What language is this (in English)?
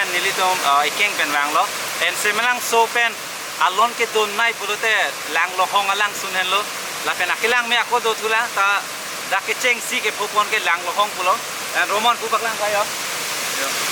Karbi